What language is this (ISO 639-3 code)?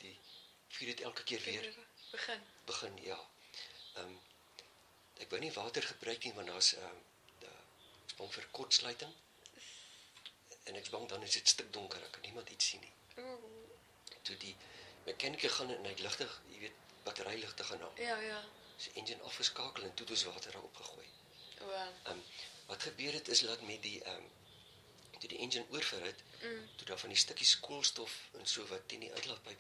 afr